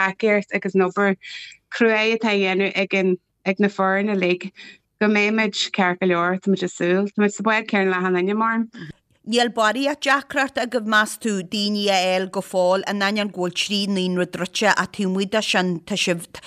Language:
Irish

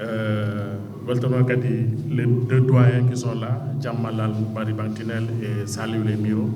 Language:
Fula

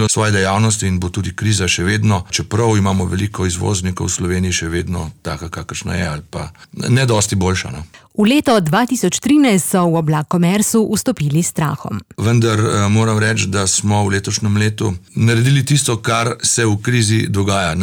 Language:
Slovenian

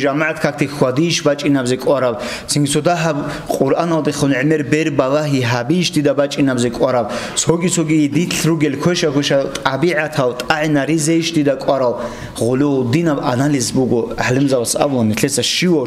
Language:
Avaric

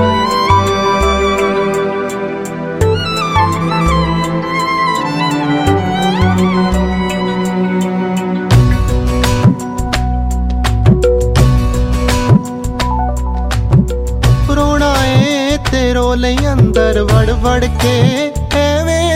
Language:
Punjabi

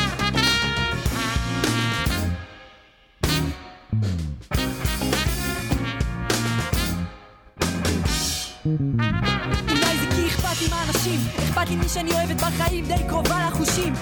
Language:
Hebrew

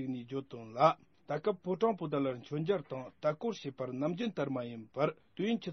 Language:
Tibetan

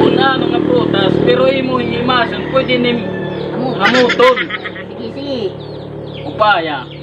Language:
Waray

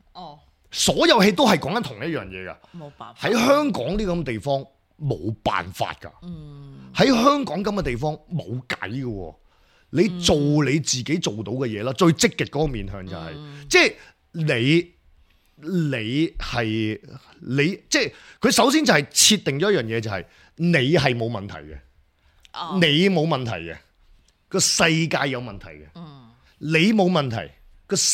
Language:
Cantonese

